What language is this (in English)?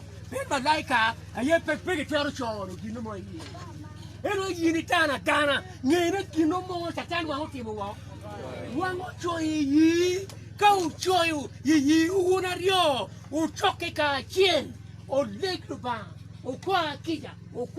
Acoli